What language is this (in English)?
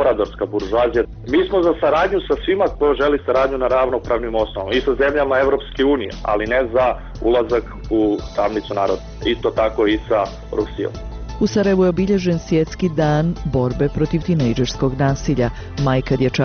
Bosnian